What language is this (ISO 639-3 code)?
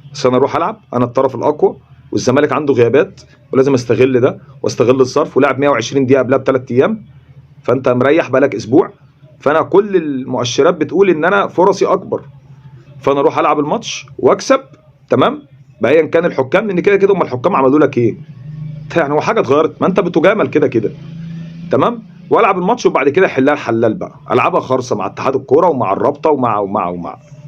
arz